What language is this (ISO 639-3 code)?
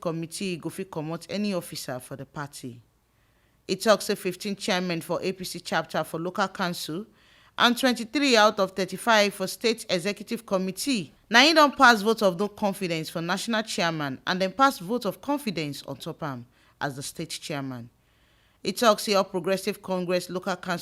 pcm